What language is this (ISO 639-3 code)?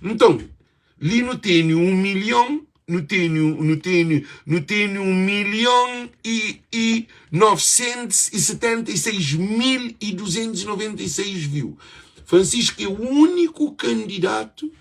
kea